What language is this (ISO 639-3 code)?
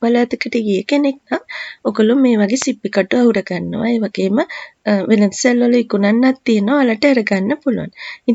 sin